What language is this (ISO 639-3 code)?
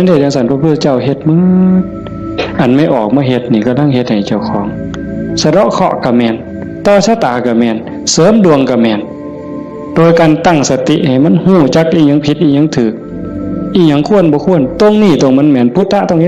tts